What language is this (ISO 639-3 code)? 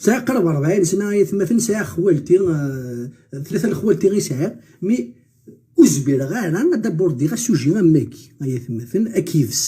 kab